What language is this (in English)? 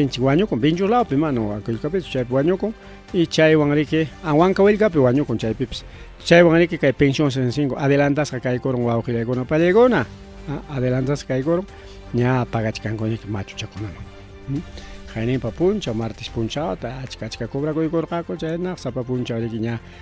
Ayacucho Quechua